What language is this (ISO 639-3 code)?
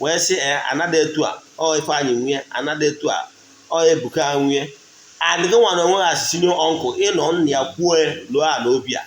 ibo